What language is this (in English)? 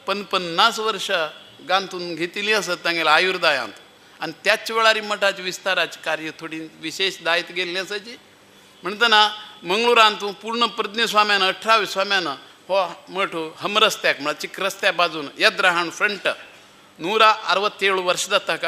Konkani